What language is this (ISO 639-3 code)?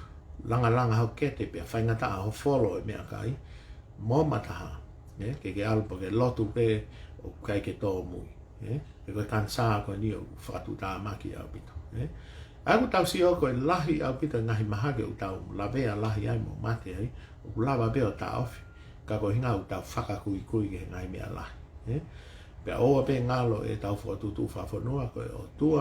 ton